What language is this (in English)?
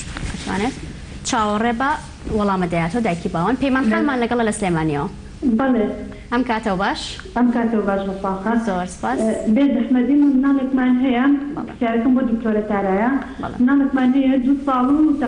Central Kurdish